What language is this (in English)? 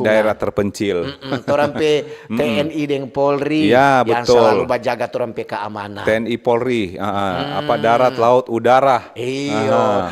Manado Malay